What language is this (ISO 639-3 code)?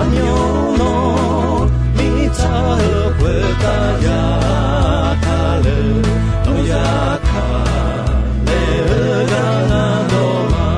ahk